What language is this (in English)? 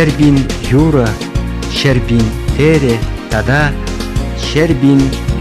Chuvash